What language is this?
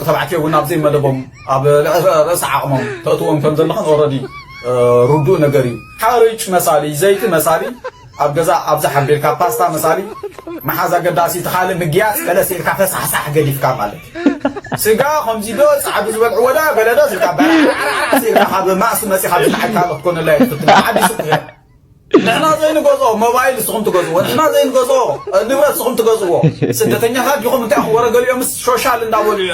Tigrinya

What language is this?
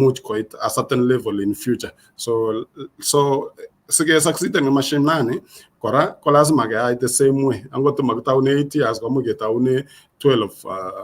Kalenjin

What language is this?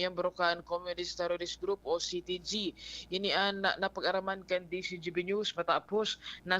Bikol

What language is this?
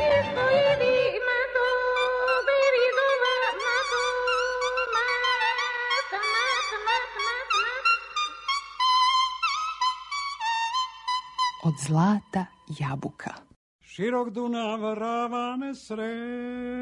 Serbian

